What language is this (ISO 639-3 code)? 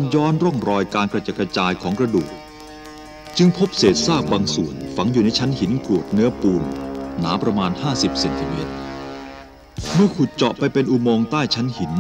tha